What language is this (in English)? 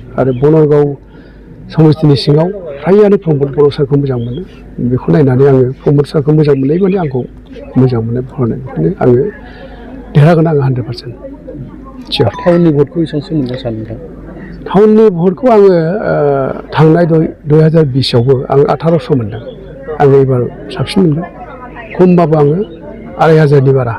Bodo